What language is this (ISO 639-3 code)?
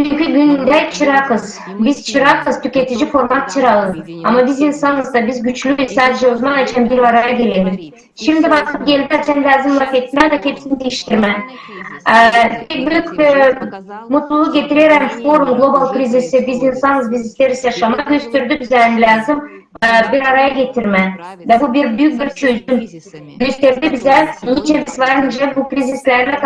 gag